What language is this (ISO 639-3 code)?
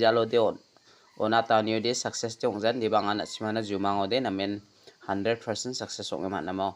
grt